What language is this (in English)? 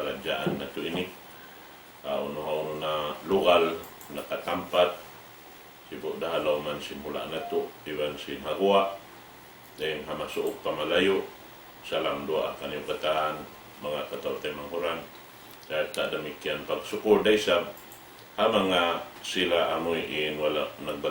Tausug